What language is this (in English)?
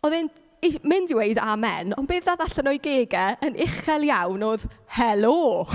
Welsh